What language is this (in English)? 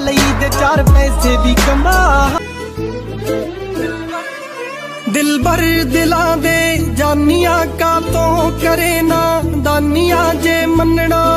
Punjabi